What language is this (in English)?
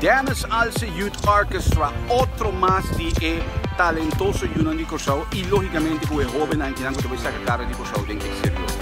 Papiamento